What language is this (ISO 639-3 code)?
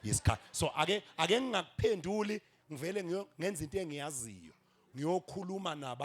zul